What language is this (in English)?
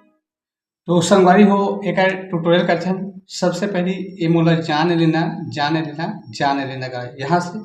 Chhattisgarhi